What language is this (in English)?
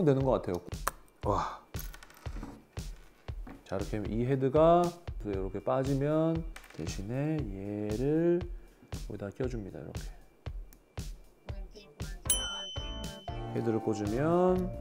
Korean